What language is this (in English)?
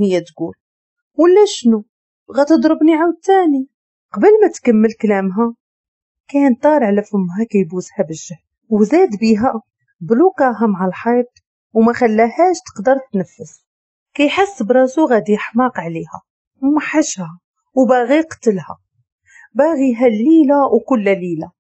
Moroccan Arabic